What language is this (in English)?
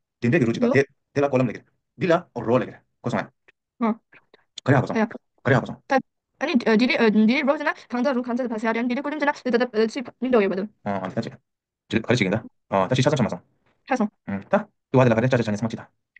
Tibetan